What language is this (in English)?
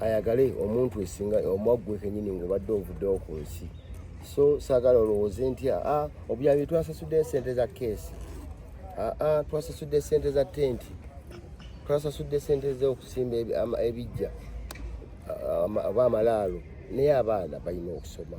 Ganda